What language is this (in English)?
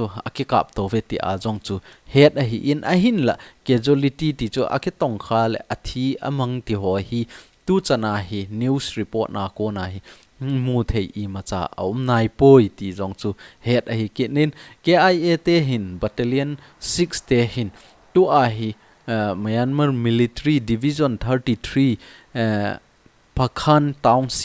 Thado Chin